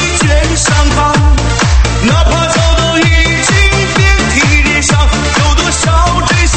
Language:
Chinese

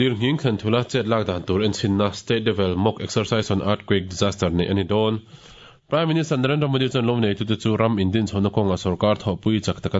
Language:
Mizo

